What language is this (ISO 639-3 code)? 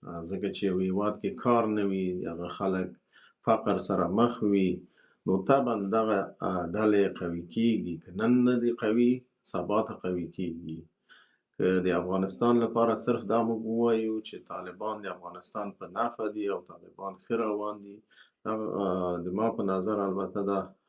pus